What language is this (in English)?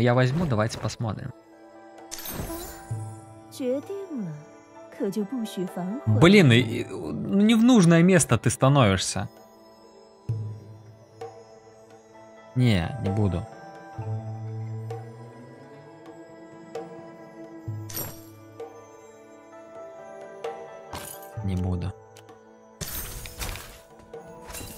Russian